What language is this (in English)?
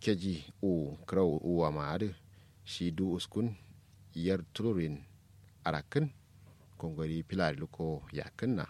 Kanuri